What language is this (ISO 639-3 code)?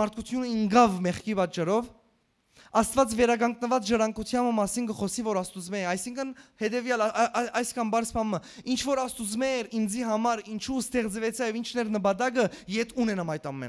hyw